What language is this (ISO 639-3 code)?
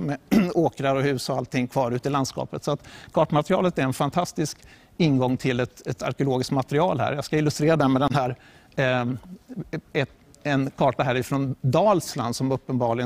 swe